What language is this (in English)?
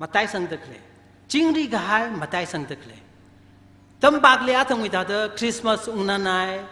Tangkhul Naga (India)